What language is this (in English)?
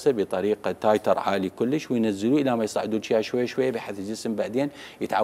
Mesopotamian Arabic